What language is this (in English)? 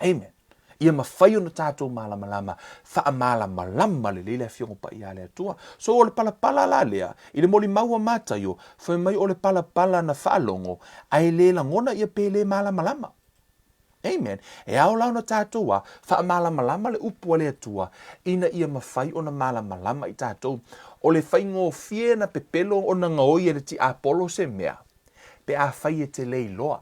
Samoan